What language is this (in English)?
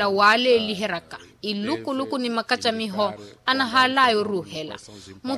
Makhuwa